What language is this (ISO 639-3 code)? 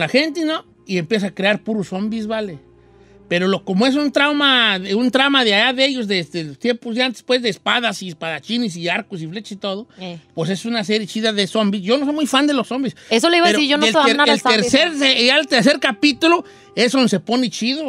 spa